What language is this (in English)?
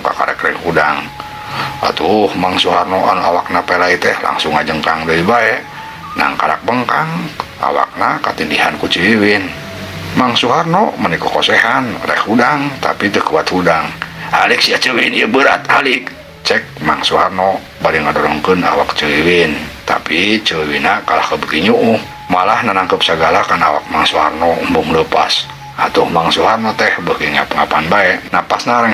Sundanese